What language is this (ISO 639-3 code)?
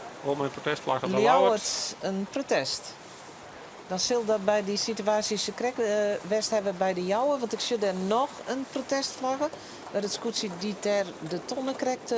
fry